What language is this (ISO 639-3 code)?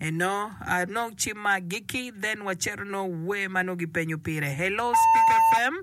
ach